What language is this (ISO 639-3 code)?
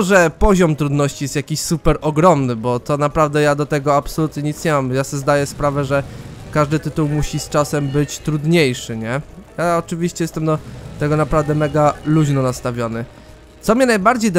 pol